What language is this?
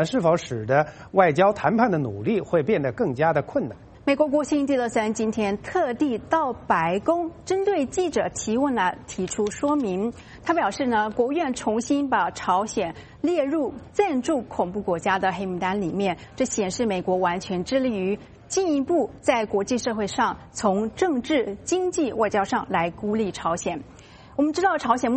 Chinese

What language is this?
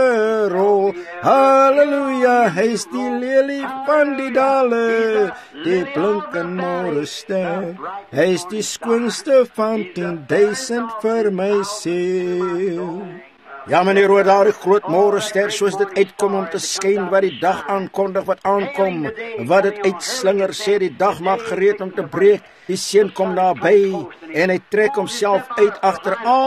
Afrikaans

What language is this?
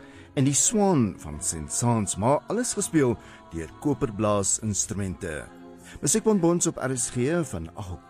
Afrikaans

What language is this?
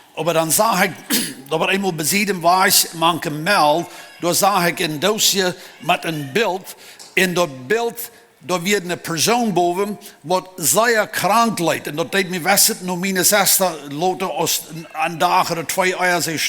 Plautdietsch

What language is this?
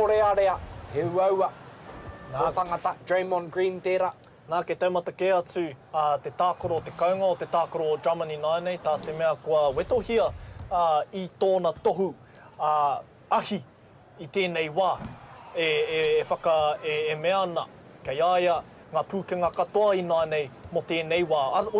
Māori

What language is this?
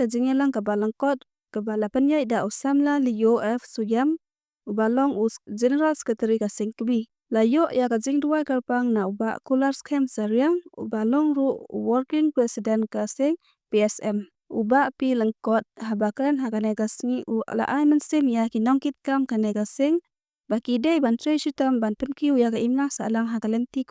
Khasi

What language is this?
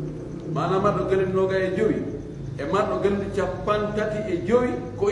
Fula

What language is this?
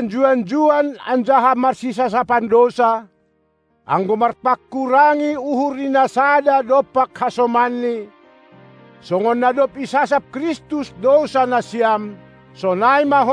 Batak Simalungun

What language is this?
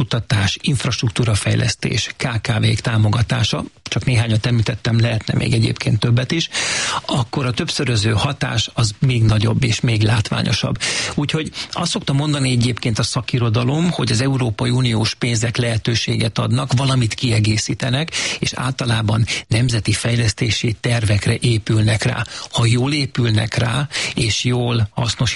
Hungarian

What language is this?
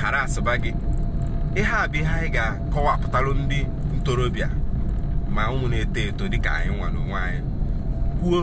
Igbo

